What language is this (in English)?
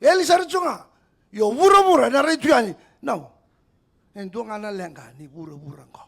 Fijian